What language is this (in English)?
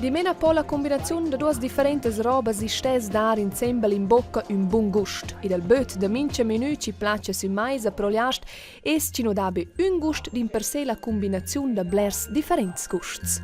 Romansh